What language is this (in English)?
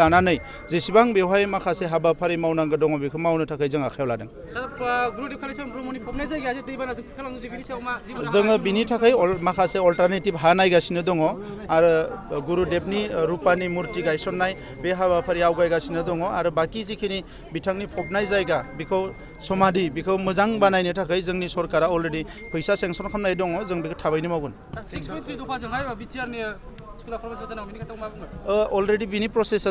Bodo